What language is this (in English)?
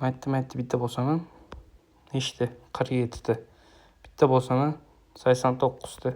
Uzbek